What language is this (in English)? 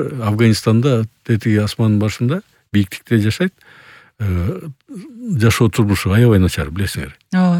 Kyrgyz